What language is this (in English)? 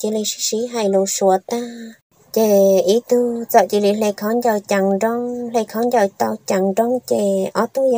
Vietnamese